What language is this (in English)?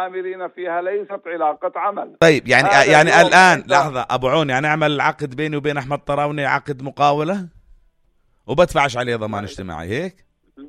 North Levantine Arabic